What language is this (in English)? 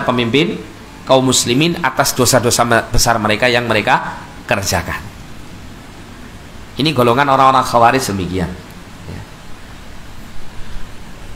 Indonesian